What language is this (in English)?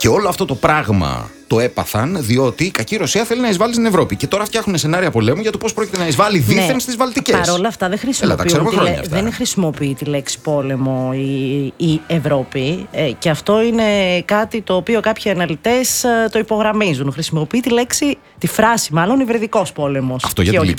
Greek